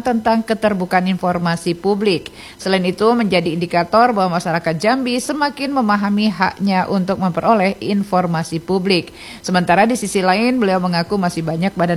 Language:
Indonesian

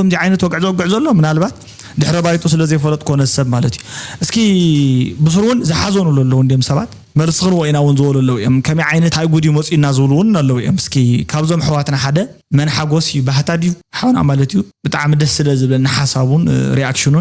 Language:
Tigrinya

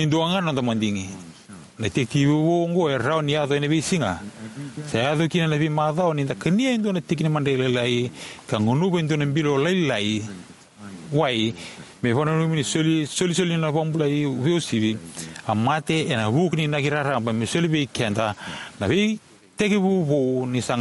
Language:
Fijian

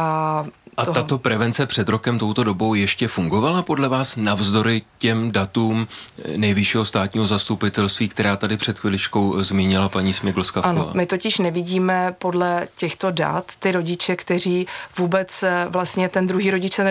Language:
Czech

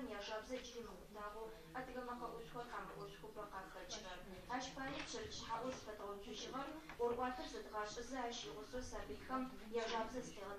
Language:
Adyghe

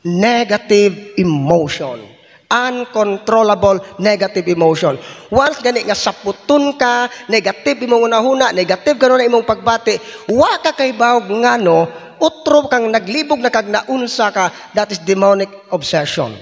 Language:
Cebuano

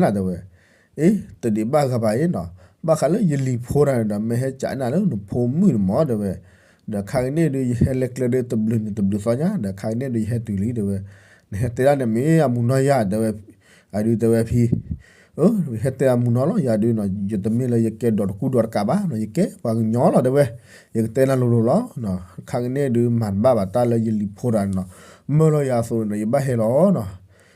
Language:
S'gaw Karen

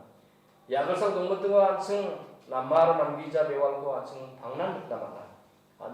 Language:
Garo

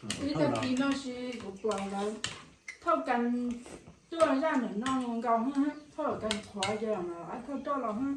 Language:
Hmong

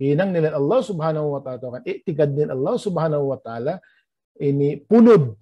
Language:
Tausug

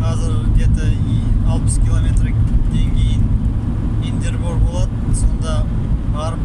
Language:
Kazakh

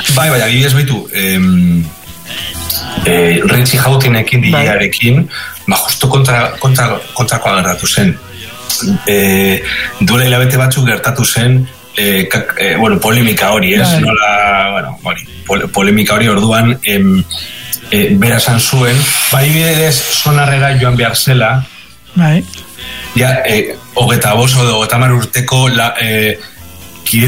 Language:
Basque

